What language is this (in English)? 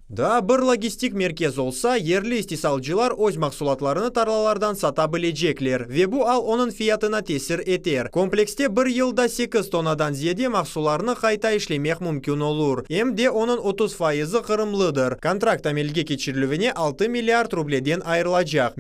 Crimean Tatar